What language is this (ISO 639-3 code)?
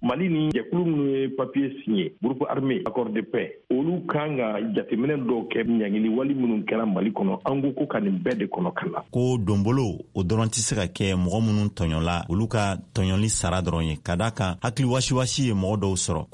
bam